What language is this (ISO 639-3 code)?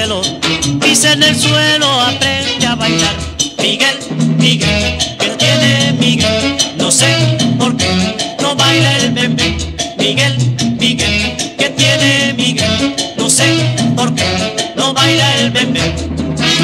spa